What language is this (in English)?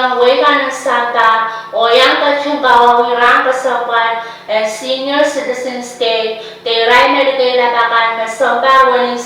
Pohnpeian